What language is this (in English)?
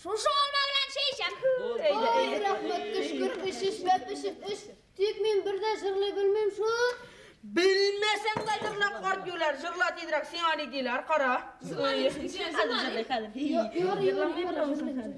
Bashkir